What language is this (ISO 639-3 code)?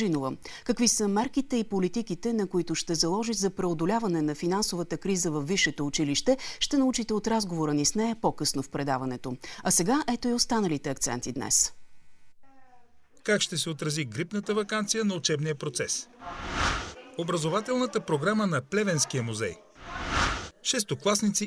bul